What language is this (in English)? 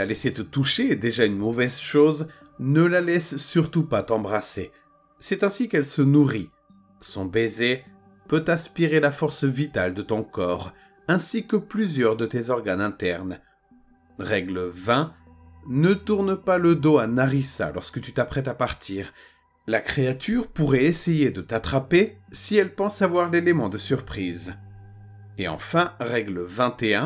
French